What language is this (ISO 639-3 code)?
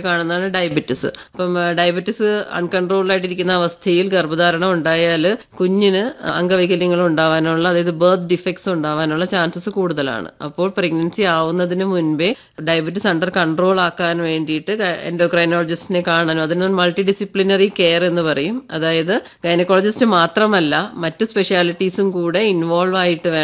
mal